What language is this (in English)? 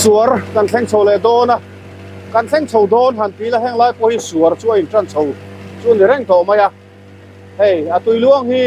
Mizo